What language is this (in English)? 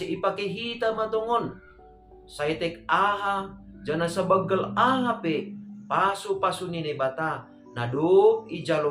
Batak Simalungun